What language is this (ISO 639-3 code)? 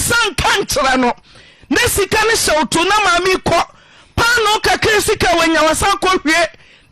aka